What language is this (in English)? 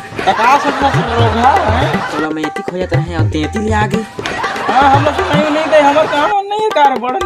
Chhattisgarhi